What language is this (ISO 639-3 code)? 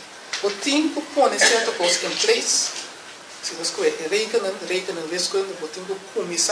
pap